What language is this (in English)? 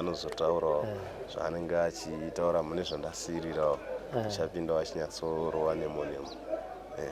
Shona